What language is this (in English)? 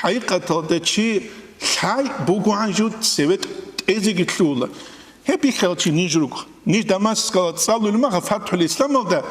Avaric